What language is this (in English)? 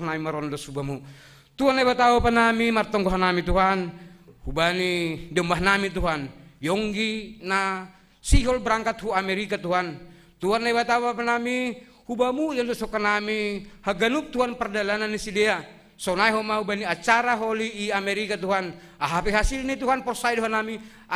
Batak Simalungun